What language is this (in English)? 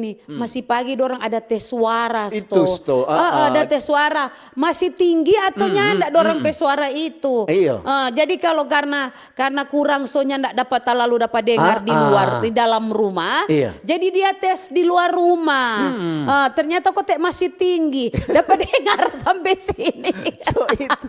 Manado Malay